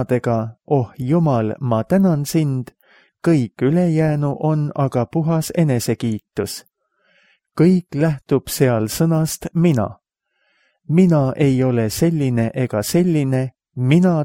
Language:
Estonian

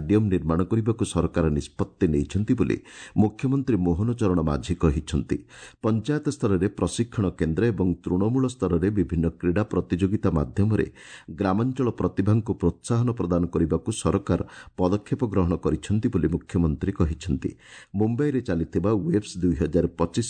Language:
Odia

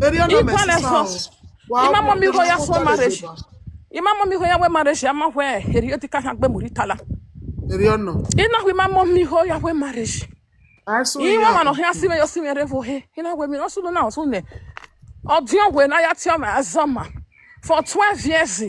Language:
Nigerian Pidgin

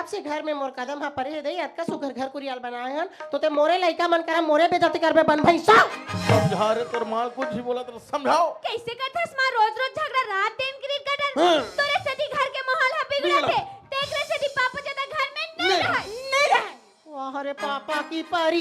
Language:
Chhattisgarhi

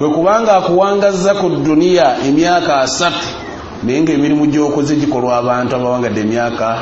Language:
Ganda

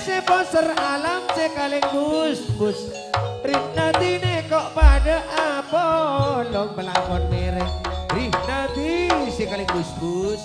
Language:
Madurese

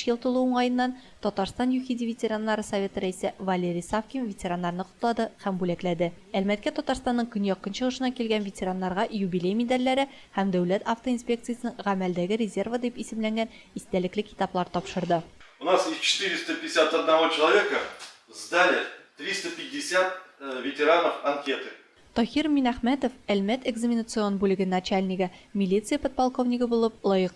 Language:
Tatar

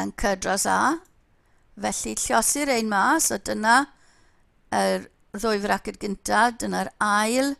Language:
Welsh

